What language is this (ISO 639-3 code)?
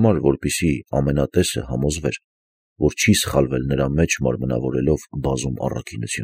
hye